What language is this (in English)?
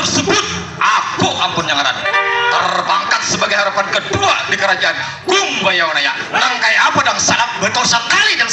Banjar